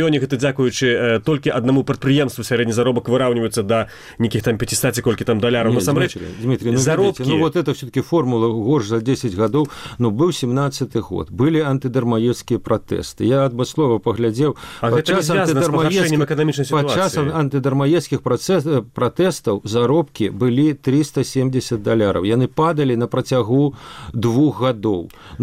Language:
Belarusian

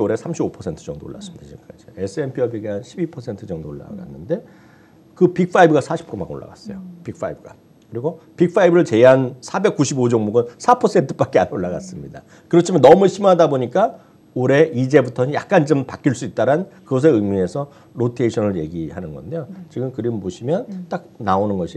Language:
Korean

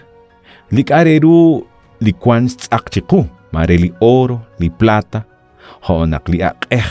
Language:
Kekchí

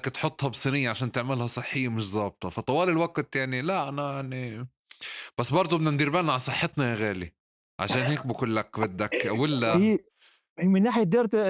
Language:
North Levantine Arabic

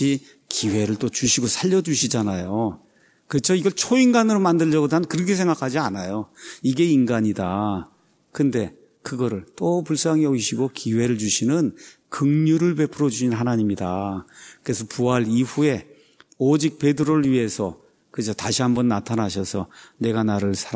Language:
Korean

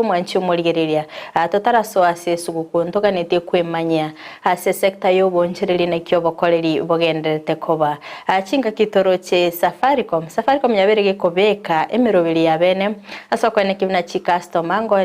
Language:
Gusii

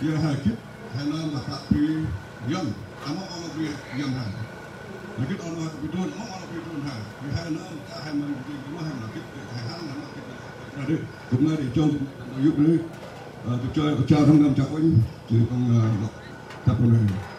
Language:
Central Mnong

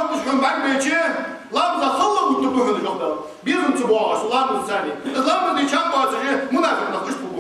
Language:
Ingush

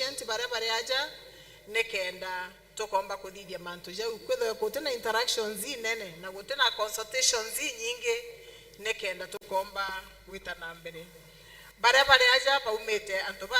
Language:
Meru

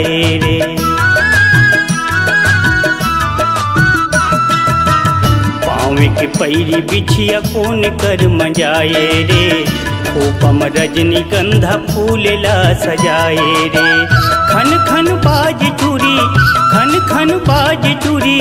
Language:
Chhattisgarhi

